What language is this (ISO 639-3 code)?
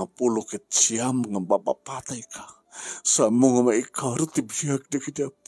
ilo